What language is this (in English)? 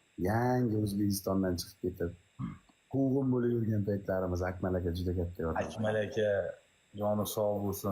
Uzbek